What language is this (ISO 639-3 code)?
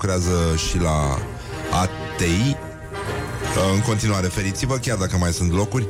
ron